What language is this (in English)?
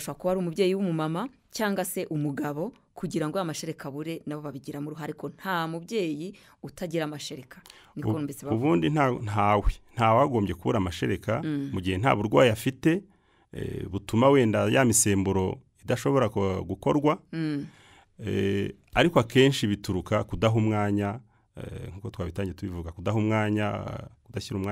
Kinyarwanda